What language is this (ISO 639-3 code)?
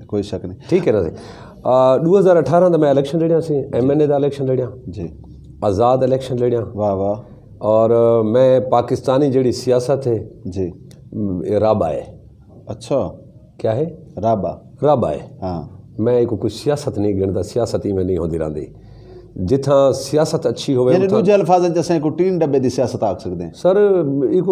skr